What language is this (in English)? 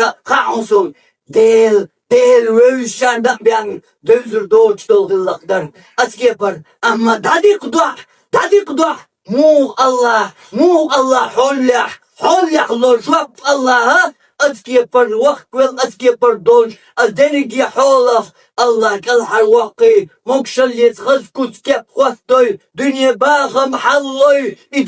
Chechen